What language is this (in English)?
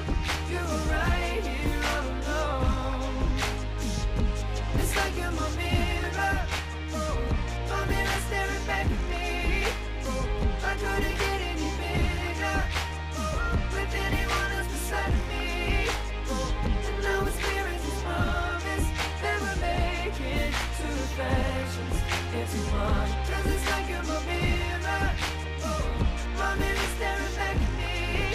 English